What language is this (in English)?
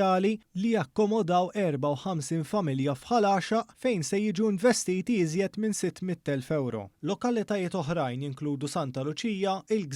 Maltese